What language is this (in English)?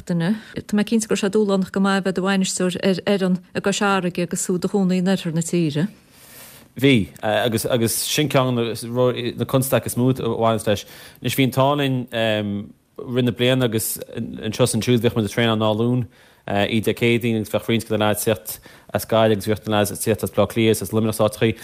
Irish